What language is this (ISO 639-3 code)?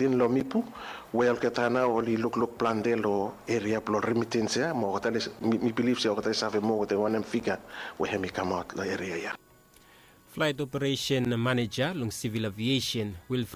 bis